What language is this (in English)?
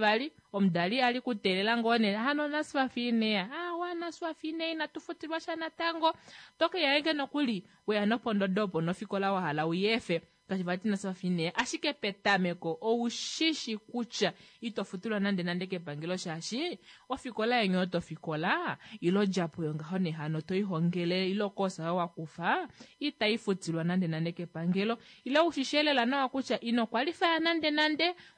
Kuanyama